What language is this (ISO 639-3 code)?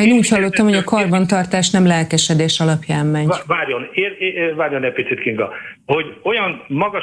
hun